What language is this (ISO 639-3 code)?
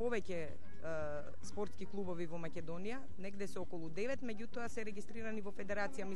mkd